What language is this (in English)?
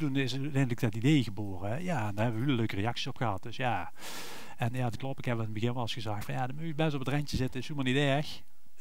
Limburgish